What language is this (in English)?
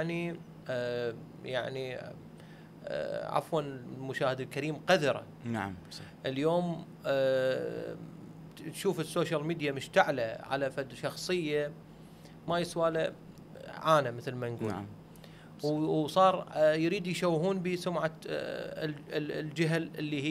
Mesopotamian Arabic